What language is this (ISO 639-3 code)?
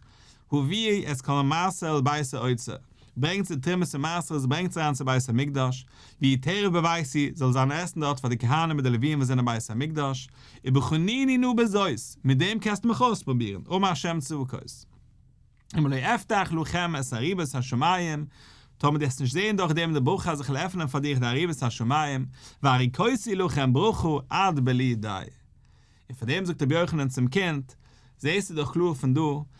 yid